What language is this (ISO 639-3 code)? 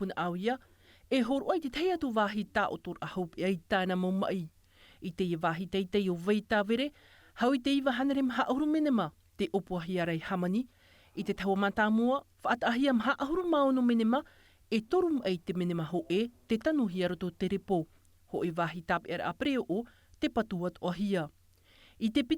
tah